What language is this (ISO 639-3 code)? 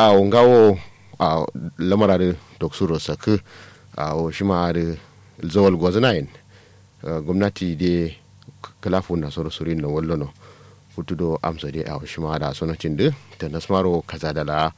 kau